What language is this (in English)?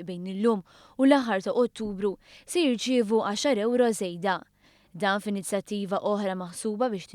Maltese